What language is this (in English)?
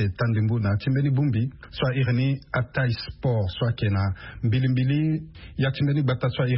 Sango